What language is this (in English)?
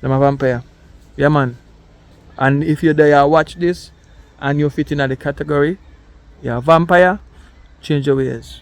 Jamaican Creole English